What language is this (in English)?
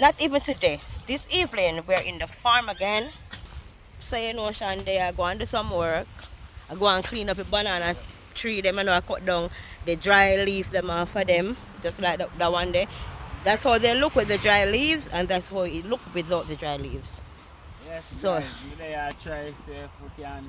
Jamaican Creole English